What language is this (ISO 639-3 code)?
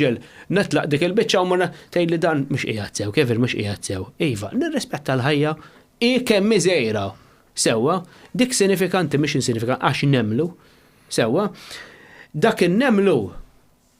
mlt